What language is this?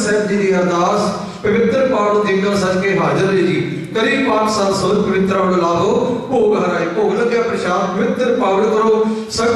Punjabi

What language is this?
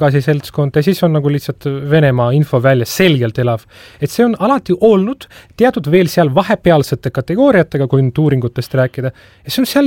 Estonian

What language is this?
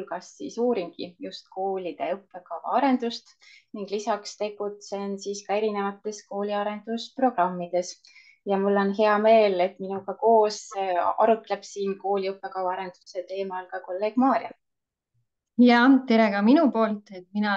Estonian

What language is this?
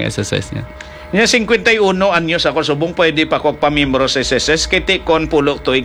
Hiligaynon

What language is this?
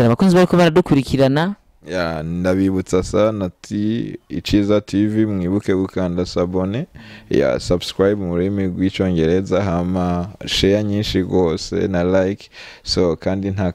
Rundi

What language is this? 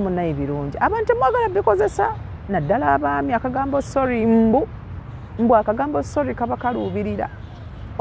Ganda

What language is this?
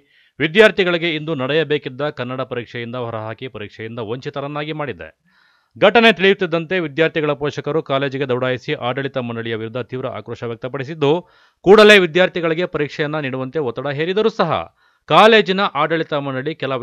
Kannada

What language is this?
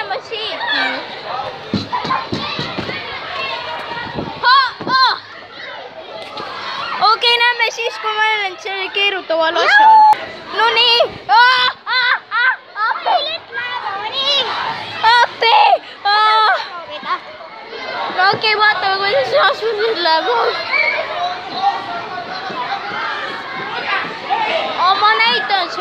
Estonian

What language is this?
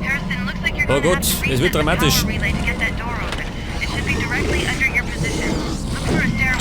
Bavarian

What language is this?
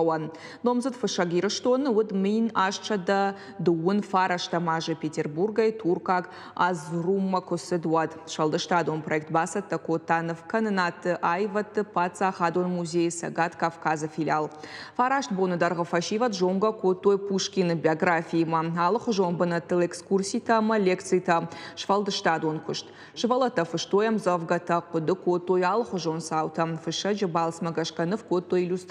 Ossetic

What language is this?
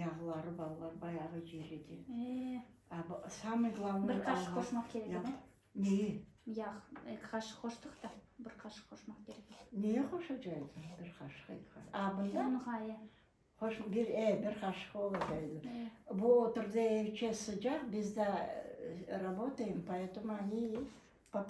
Crimean Tatar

